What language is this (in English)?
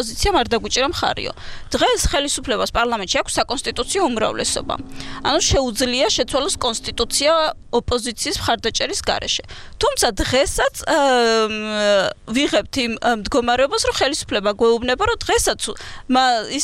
Georgian